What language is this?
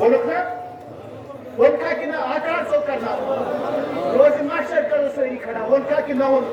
Kashmiri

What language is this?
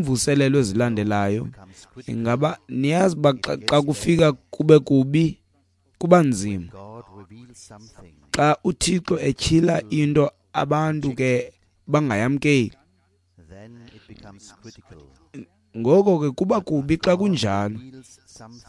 Xhosa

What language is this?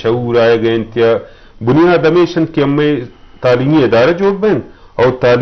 Eastern Balochi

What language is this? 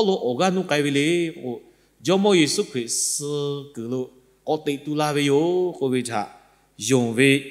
Lahu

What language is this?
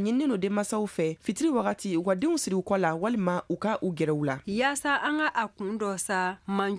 Bambara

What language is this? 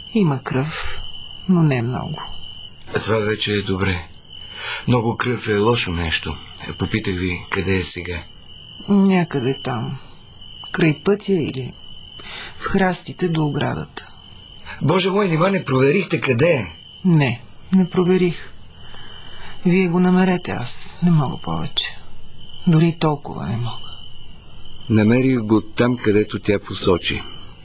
Bulgarian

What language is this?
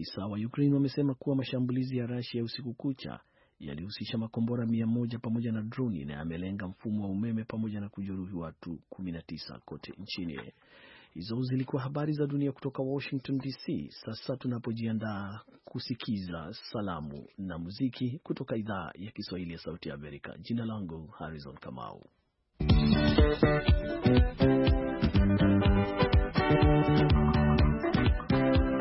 Swahili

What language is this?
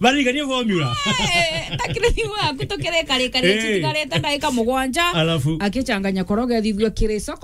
Meru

